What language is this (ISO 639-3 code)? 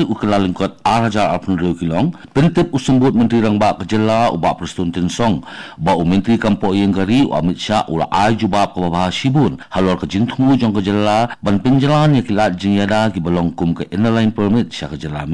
kha